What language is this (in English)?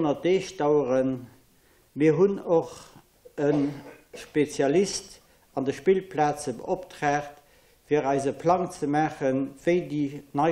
Luxembourgish